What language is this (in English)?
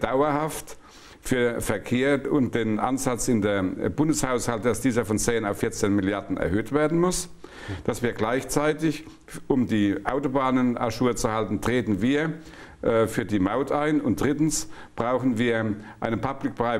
German